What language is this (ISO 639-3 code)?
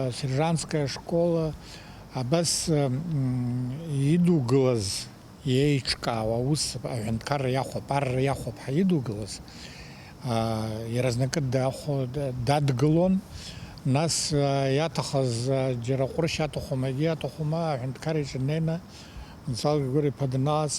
abk